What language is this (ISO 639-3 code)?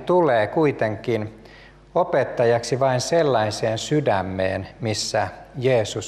fin